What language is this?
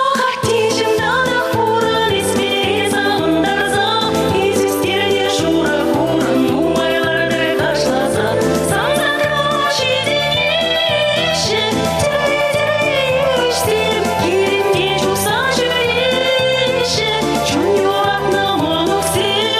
Chuvash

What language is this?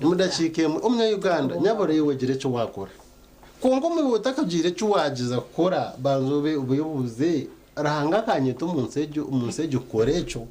Nyankole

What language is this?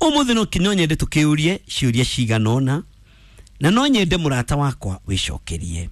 Kikuyu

